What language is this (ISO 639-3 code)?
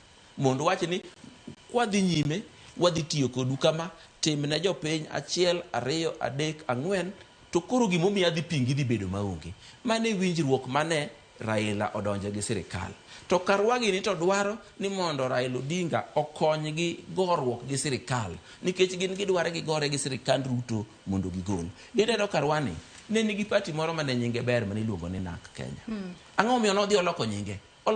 luo